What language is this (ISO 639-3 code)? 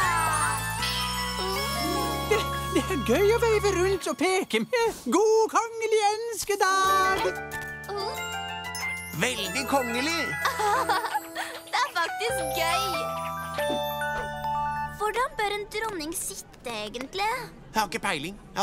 nor